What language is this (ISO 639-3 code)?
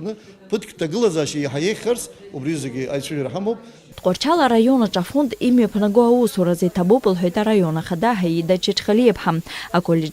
abk